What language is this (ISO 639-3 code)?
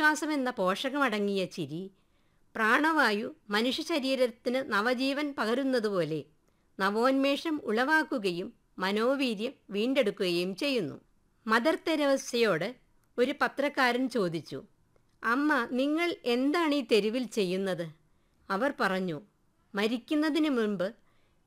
mal